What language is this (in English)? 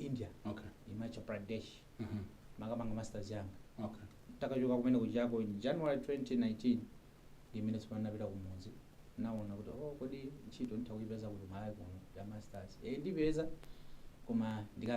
Nyanja